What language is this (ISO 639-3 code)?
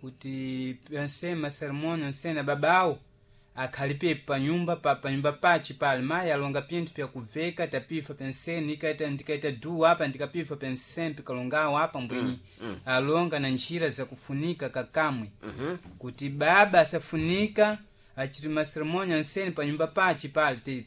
seh